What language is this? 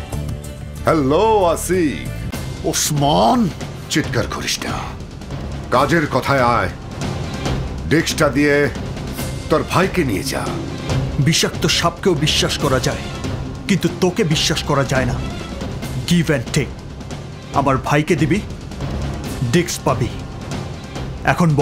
Bangla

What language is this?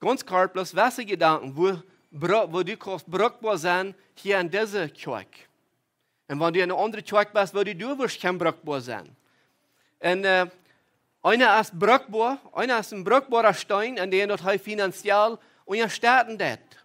Plautdietsch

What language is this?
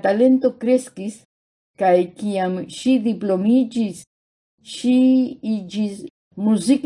Esperanto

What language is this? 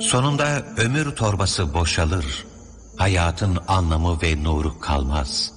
Turkish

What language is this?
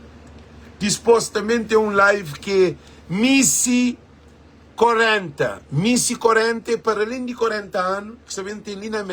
Kabuverdianu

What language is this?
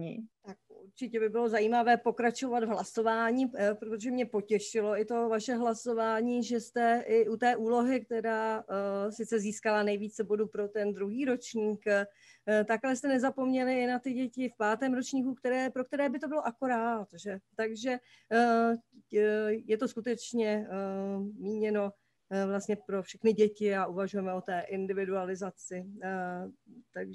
Czech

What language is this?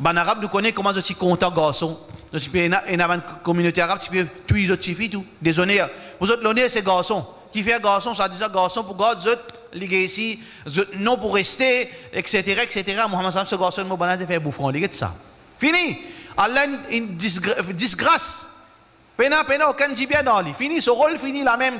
Morisyen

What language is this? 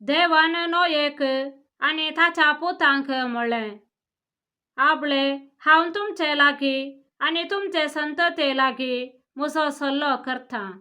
Konkani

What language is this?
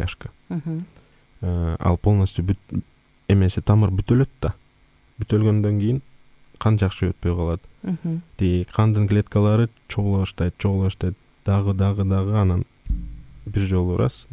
Kyrgyz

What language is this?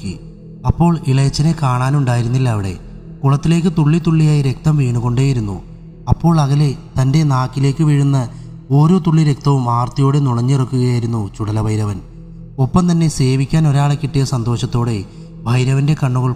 Malayalam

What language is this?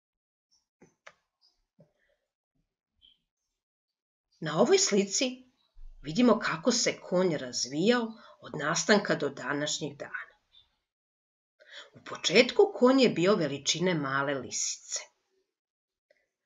Serbian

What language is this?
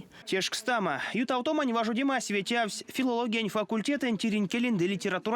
Erzya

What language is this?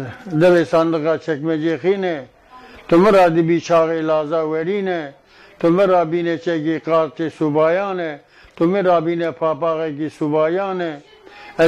Zaza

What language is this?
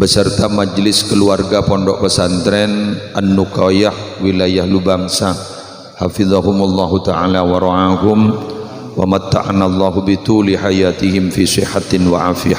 Madurese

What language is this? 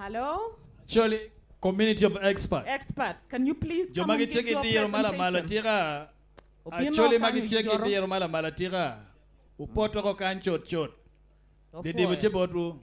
Acoli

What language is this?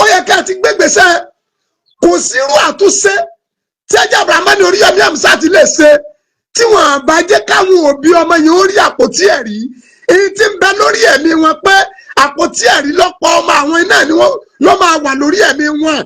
Yoruba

